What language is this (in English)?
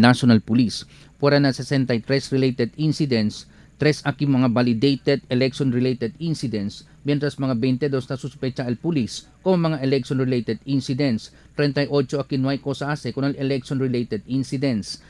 Chavacano